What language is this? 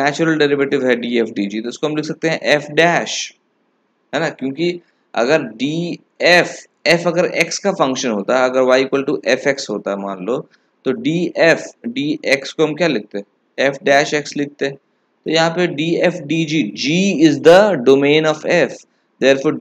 Hindi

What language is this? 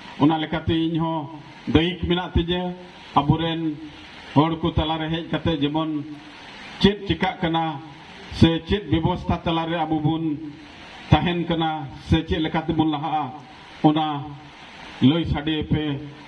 Santali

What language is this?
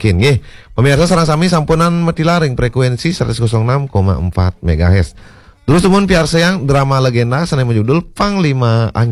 Balinese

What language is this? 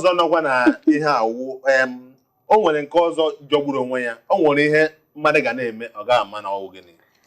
Igbo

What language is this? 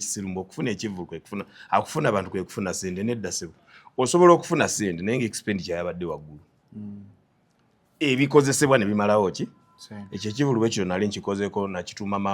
Ganda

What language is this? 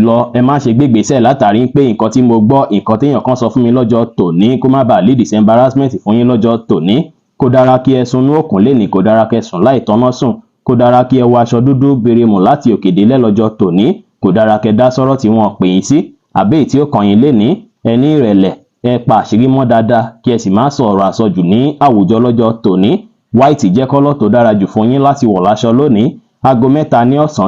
Yoruba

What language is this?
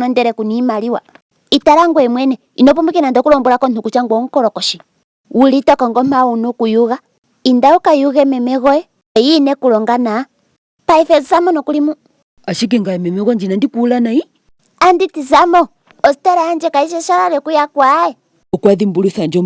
Ndonga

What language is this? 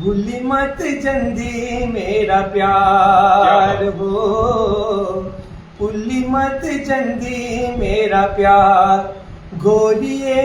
Dogri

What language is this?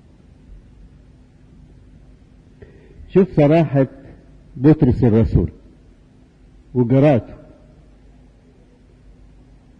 Egyptian Arabic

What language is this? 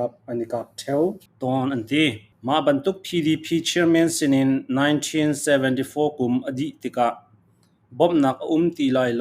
Falam Chin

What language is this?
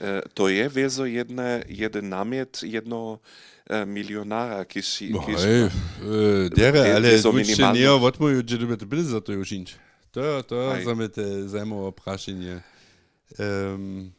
Upper Sorbian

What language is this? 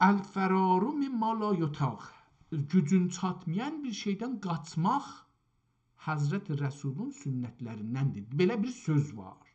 South Azerbaijani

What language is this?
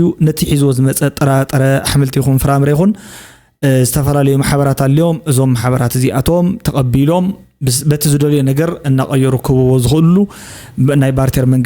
Tigrinya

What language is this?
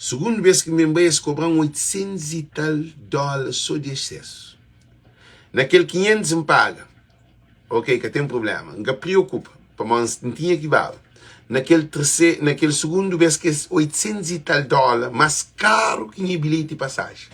Kabuverdianu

